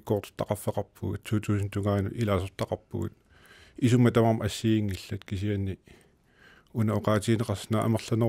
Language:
Kalaallisut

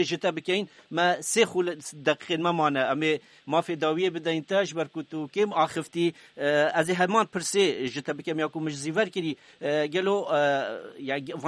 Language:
Kurdish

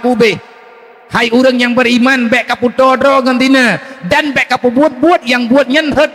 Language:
Achinese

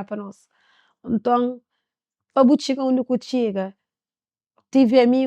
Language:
Kabuverdianu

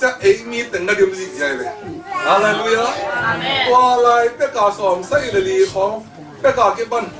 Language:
Tedim Chin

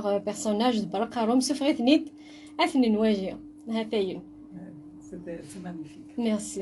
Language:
Kabyle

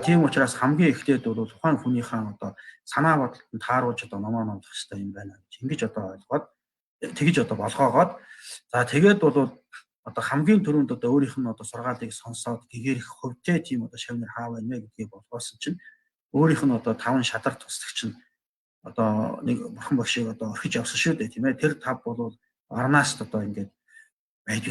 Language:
Mongolian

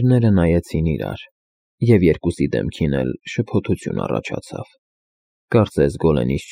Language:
Armenian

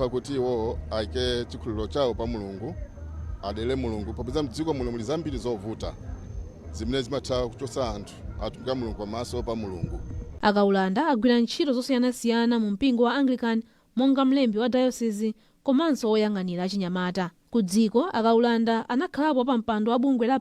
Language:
Nyanja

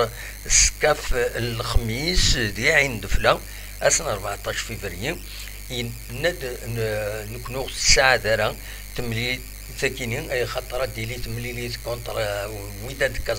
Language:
Kabyle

